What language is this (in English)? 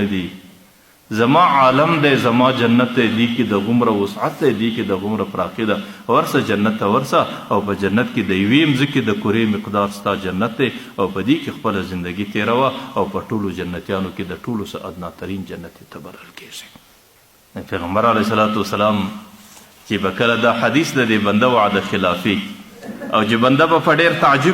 Pashto